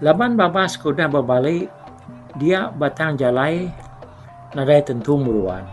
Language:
Iban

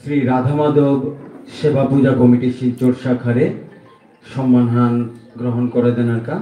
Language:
Bishnupriya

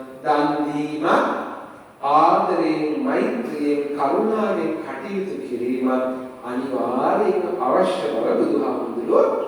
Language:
Sinhala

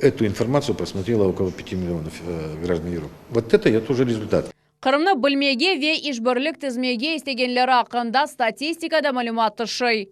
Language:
Crimean Tatar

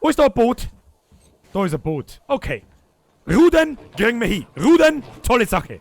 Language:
Bavarian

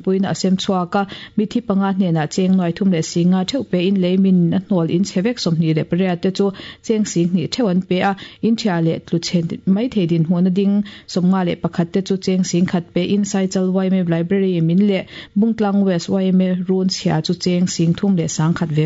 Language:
Mizo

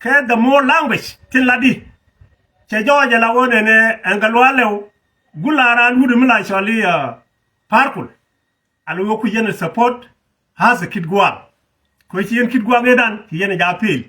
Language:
Nuer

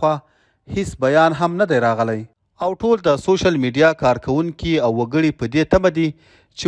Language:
Pashto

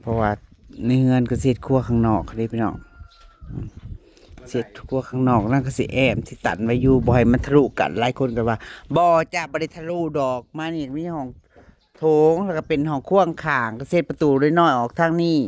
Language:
Northeastern Thai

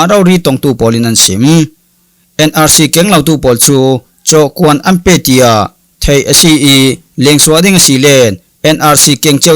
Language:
Falam Chin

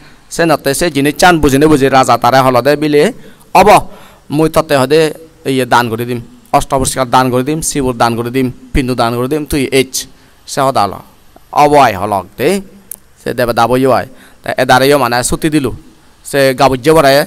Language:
Chakma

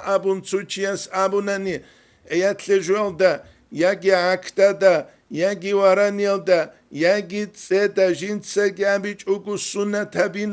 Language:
Avaric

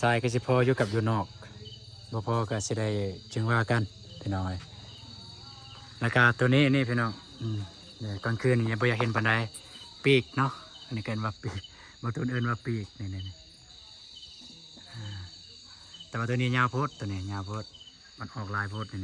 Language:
Lao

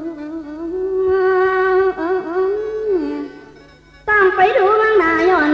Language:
Northeastern Thai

